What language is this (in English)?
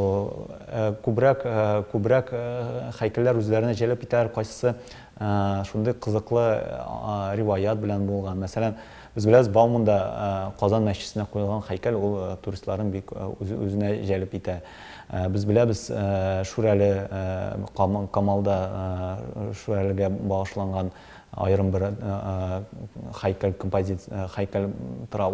Tatar